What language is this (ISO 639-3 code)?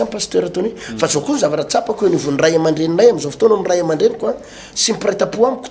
mlg